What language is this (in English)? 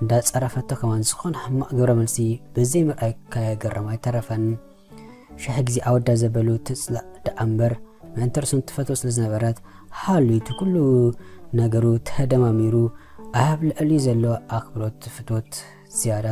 Tigrinya